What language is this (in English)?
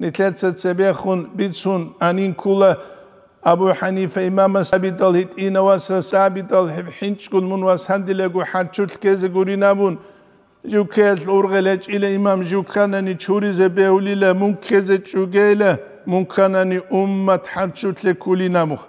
Avaric